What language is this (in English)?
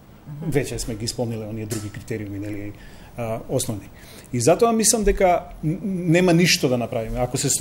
Macedonian